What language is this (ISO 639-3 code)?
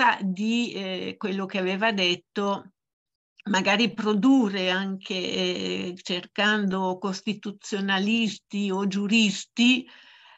ita